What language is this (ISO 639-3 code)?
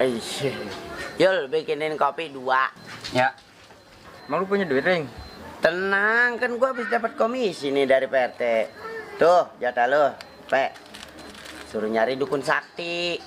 bew